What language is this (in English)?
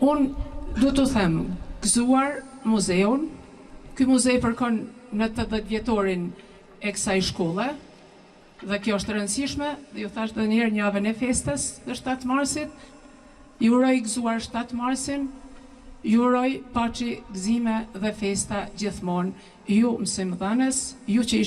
Albanian